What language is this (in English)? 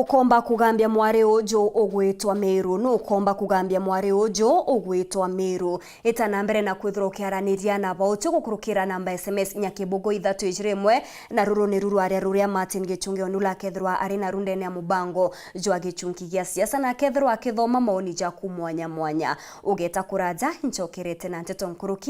Meru